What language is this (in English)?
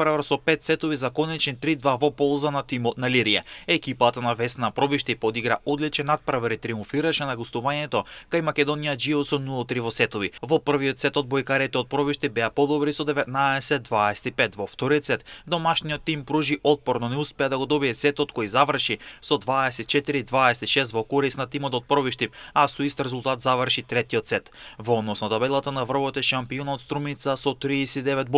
Macedonian